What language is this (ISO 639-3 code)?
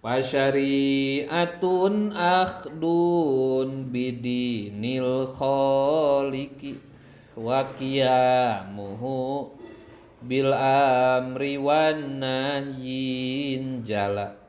sun